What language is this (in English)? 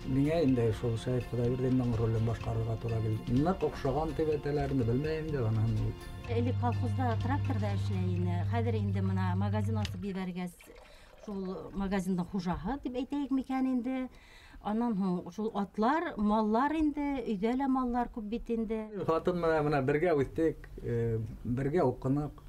Bashkir